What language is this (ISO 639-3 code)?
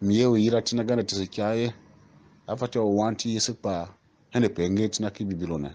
tiv